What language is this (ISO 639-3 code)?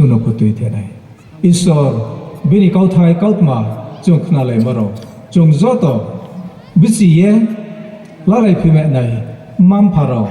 ria